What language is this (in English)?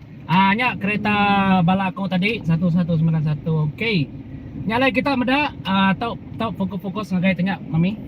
Iban